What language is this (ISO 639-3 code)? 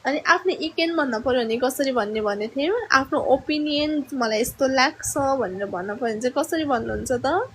nep